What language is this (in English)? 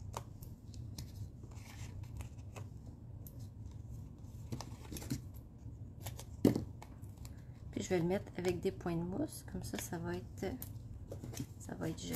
French